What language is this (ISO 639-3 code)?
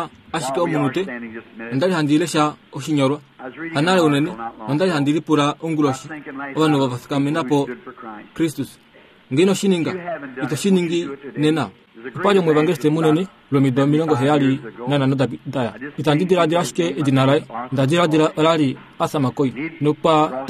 kua